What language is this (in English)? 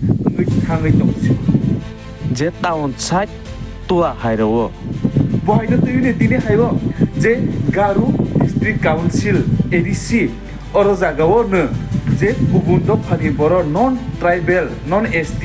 Kok Borok